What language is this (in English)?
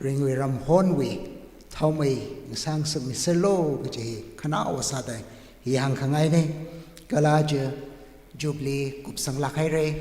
Tangkhul Naga (India)